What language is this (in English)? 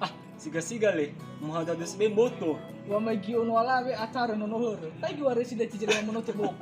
Nias